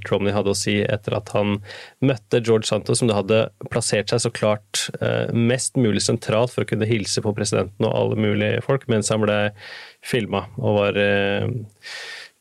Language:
Norwegian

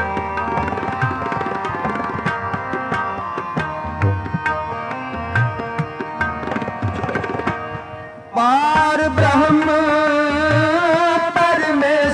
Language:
Punjabi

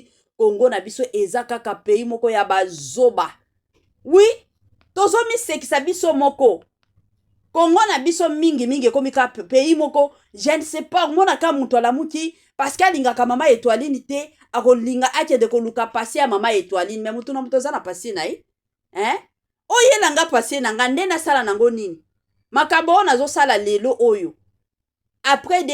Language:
Lingala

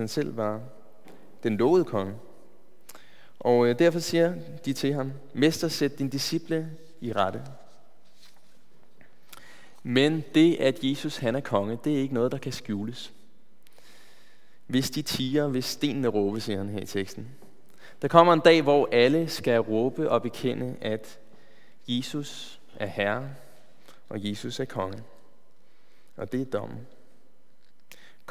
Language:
Danish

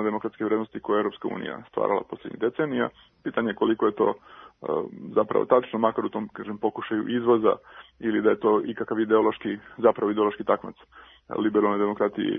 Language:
Serbian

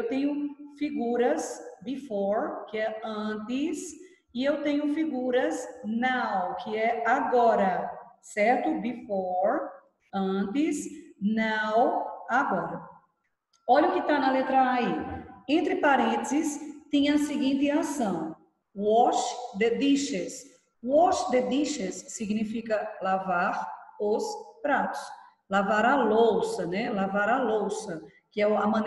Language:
Portuguese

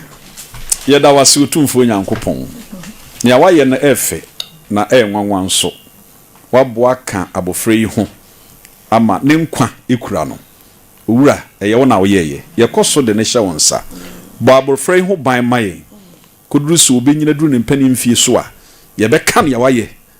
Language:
Akan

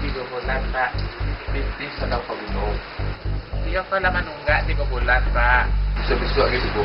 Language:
Minangkabau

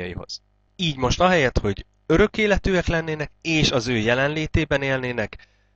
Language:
Hungarian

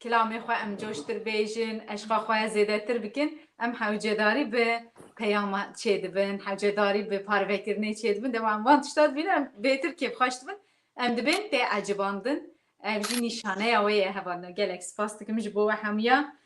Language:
Kurdish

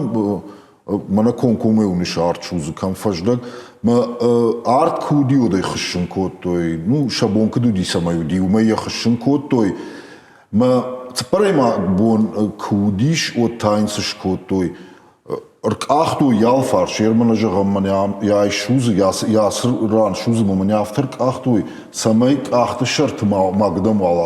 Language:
Ossetic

